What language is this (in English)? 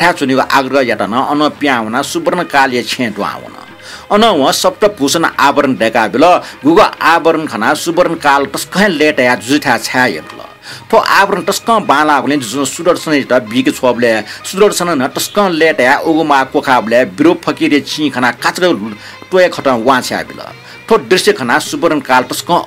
Newari